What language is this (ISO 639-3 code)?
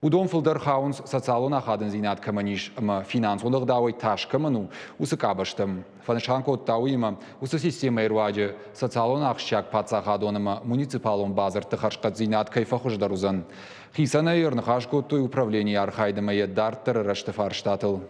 oss